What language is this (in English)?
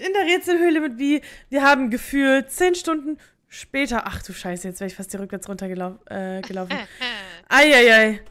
German